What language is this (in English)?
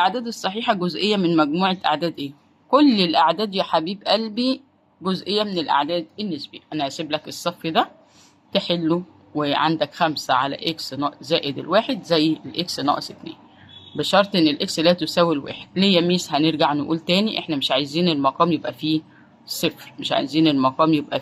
Egyptian Arabic